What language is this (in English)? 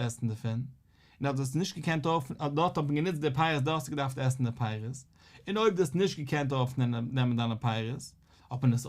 Yiddish